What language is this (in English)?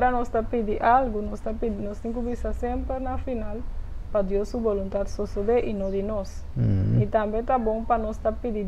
Papiamento